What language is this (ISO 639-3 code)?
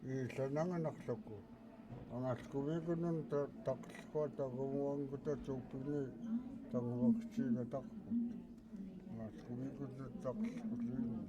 esu